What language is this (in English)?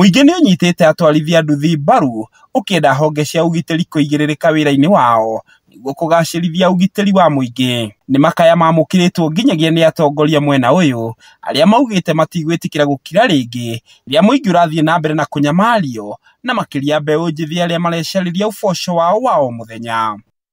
Kikuyu